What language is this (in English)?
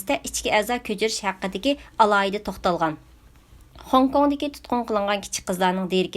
Uyghur